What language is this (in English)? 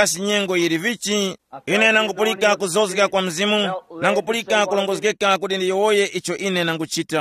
Tumbuka